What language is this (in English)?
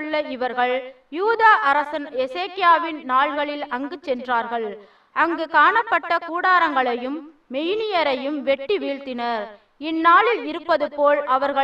Tamil